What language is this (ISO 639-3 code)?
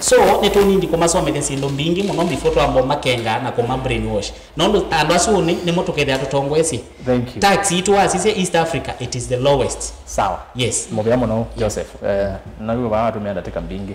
kam